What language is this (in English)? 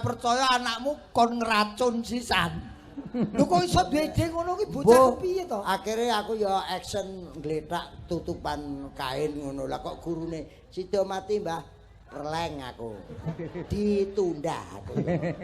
Javanese